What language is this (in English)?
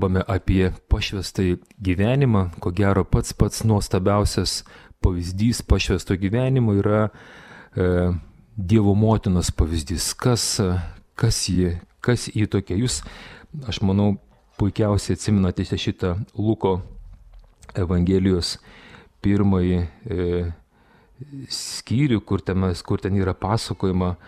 Lithuanian